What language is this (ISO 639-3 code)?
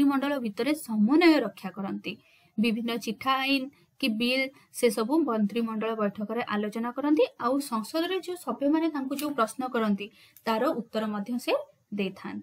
ori